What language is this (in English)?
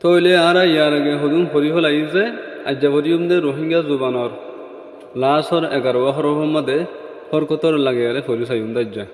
Rohingya